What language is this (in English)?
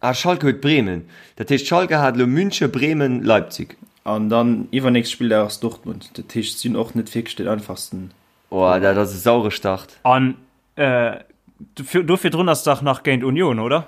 Luxembourgish